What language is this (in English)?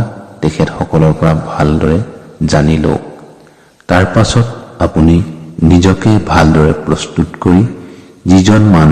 Assamese